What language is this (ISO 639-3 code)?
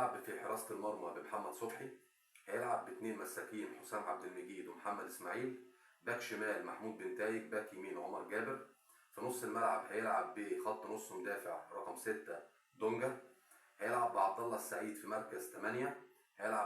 arz